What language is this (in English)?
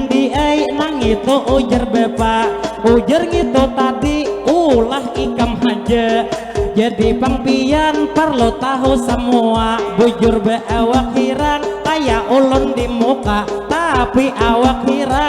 Banjar